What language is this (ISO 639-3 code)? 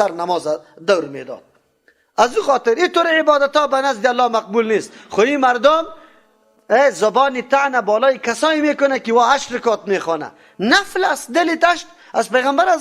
fas